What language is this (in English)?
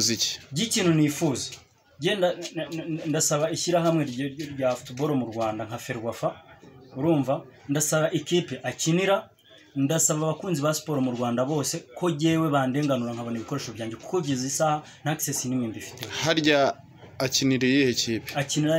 Kinyarwanda